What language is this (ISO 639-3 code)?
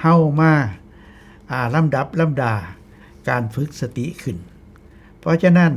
tts